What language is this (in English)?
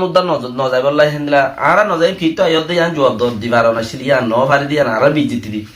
Rohingya